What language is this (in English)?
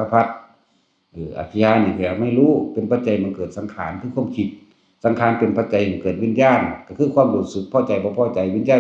Northeastern Thai